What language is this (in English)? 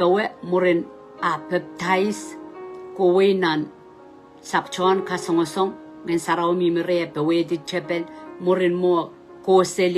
Pohnpeian